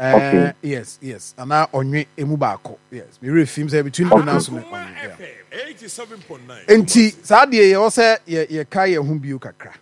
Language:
Akan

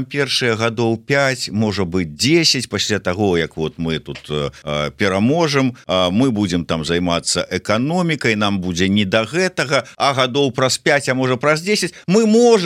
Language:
Belarusian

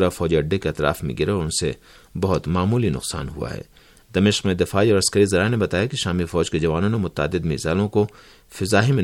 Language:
Urdu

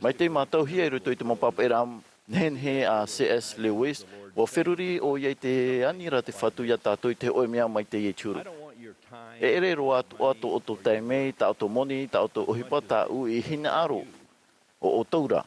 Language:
Tahitian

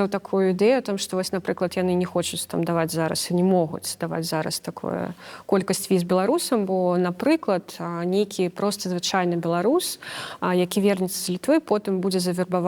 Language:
Belarusian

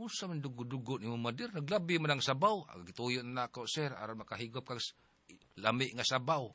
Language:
Cebuano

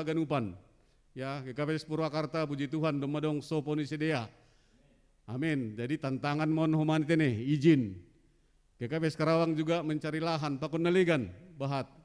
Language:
Batak Simalungun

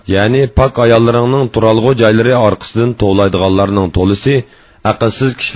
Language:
Uyghur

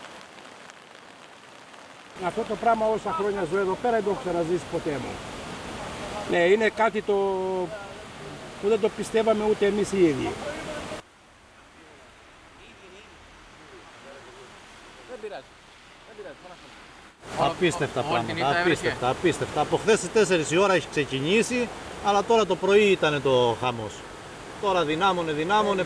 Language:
Greek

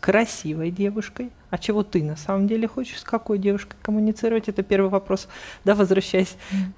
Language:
Russian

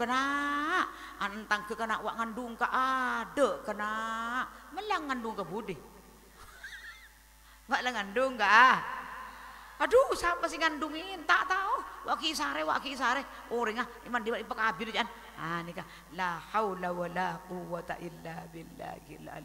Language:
Madurese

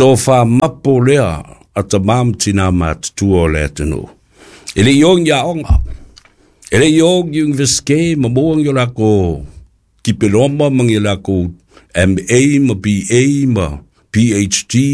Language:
Samoan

